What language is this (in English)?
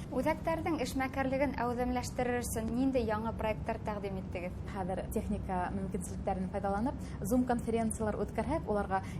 Bashkir